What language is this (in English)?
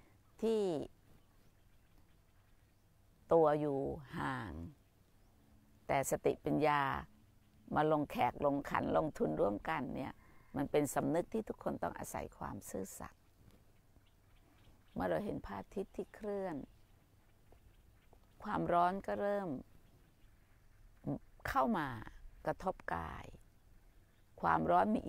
Thai